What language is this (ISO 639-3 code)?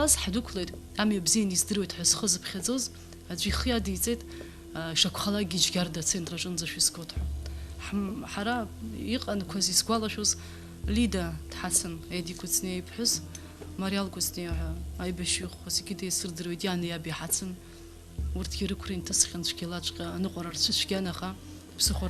abk